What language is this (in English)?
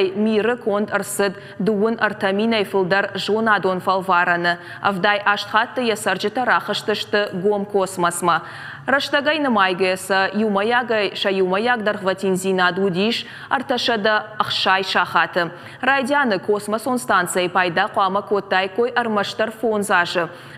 Ossetic